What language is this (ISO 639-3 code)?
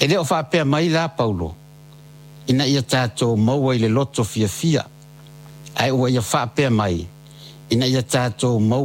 smo